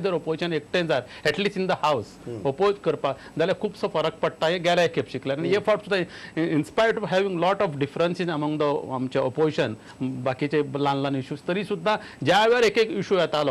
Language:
Konkani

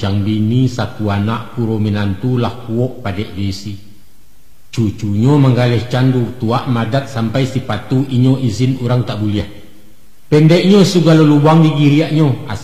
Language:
Minangkabau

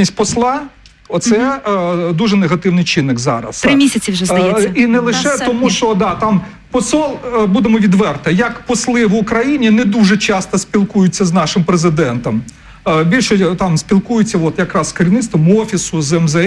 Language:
Ukrainian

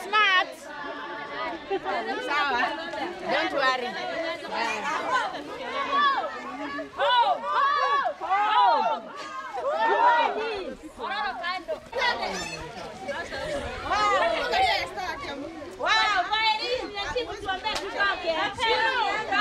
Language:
Swahili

